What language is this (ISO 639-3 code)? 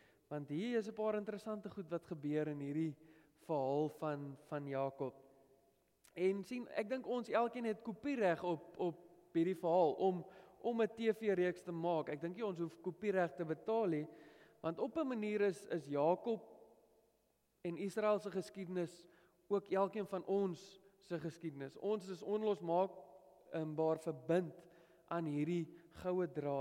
afr